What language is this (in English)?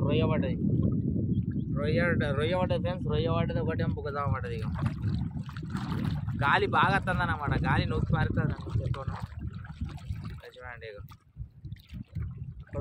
Telugu